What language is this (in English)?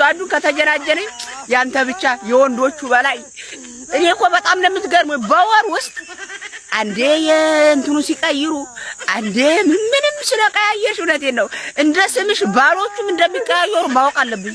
Amharic